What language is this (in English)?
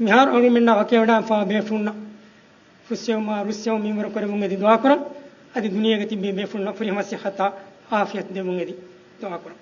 Divehi